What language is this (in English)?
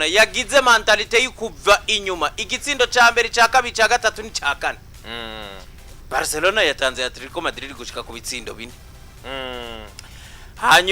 Rundi